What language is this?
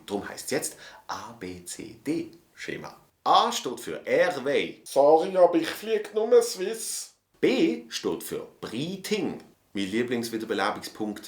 Swiss German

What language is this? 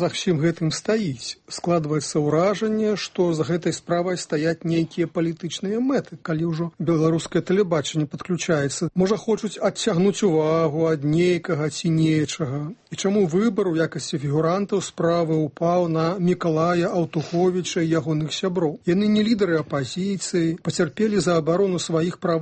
Belarusian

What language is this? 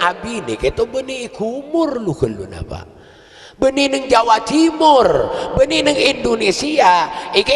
Madurese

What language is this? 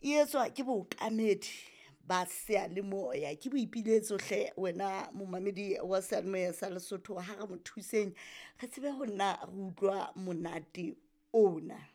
Southern Sotho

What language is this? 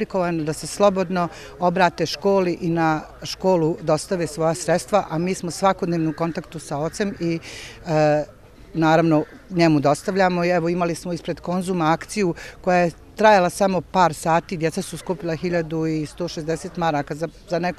Bosnian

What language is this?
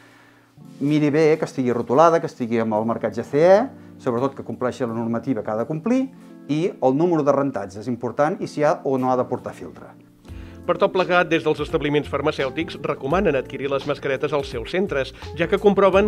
Catalan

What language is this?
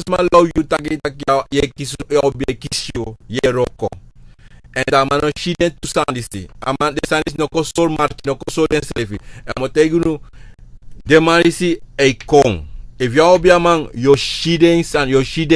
Sranan Tongo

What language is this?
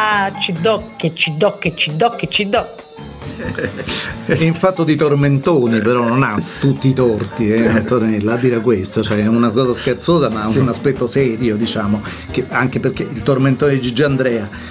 Italian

